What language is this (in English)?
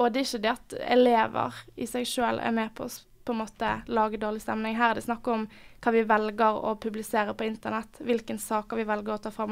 Norwegian